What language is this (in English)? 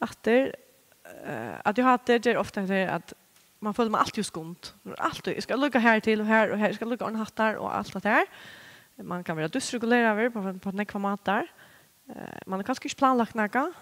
Faroese